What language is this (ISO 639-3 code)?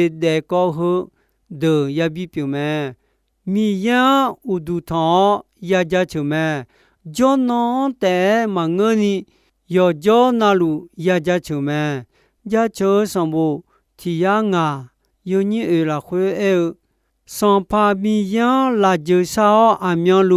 ahk